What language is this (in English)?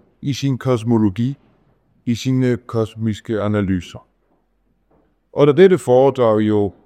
Danish